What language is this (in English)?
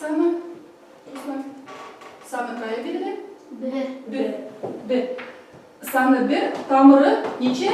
Tatar